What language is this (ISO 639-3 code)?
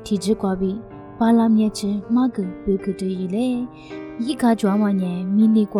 lis